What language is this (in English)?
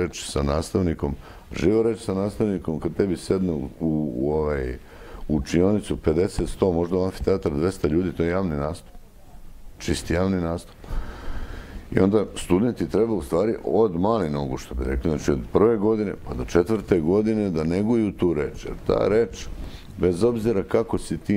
Serbian